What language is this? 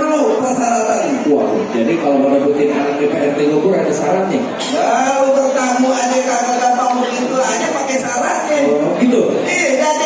Betawi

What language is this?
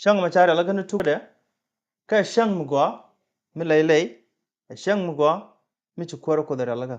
Nuer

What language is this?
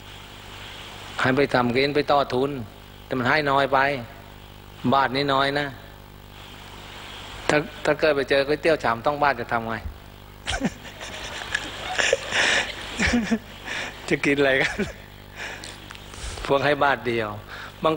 Thai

